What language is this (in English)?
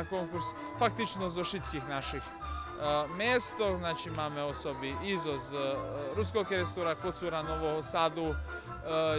Rusyn